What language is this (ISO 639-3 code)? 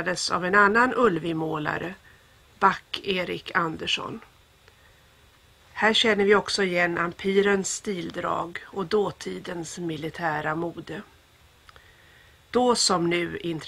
swe